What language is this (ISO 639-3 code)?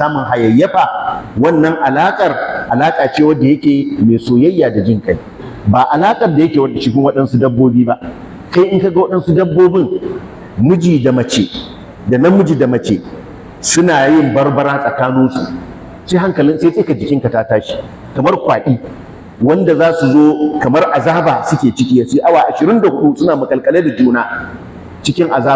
hau